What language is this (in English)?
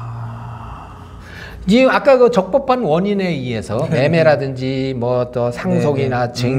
Korean